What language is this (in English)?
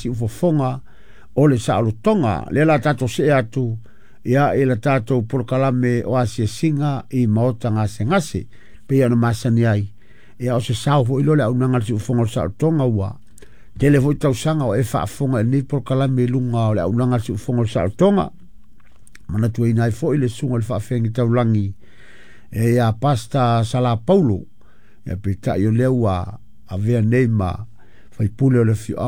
Samoan